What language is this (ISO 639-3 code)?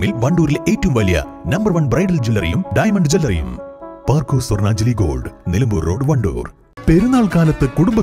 mal